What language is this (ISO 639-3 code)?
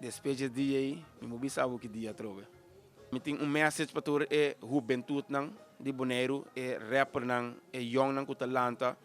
pap